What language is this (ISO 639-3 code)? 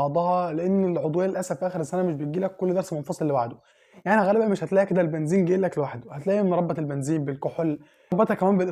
arz